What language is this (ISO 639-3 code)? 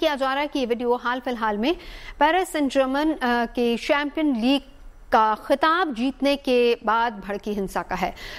hin